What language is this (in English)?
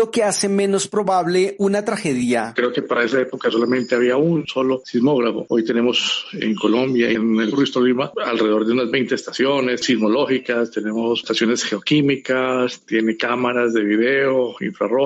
Spanish